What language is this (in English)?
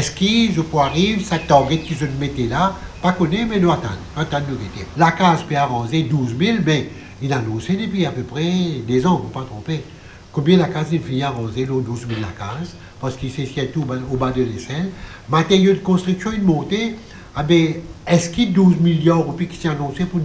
Morisyen